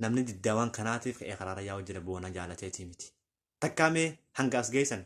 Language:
Oromo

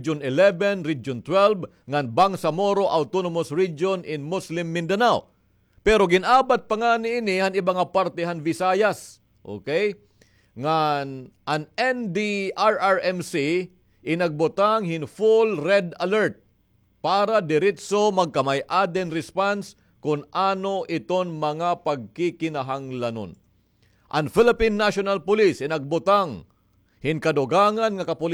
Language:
Waray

